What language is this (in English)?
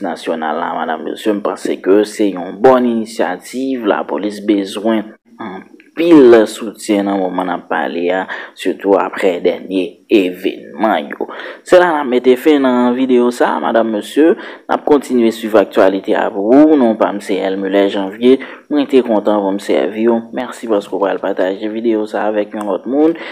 Haitian Creole